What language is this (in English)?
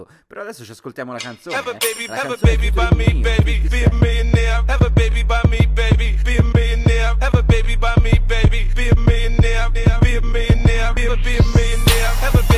Italian